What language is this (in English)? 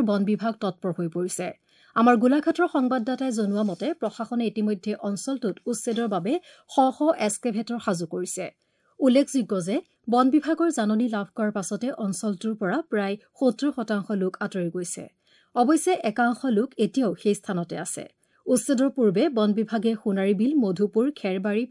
Assamese